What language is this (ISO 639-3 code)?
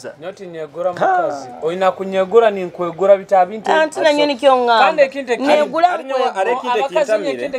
nyo